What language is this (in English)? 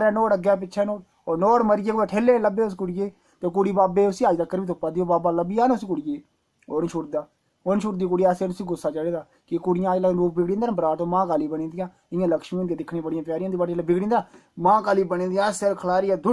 Dogri